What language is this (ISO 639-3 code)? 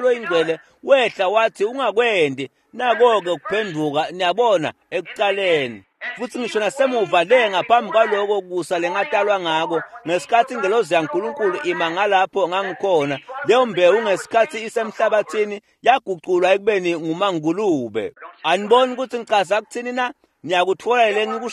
ssw